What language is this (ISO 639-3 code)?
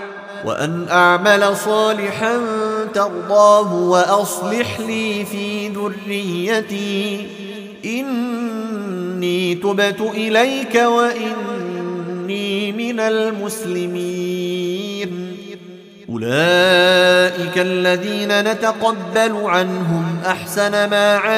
ara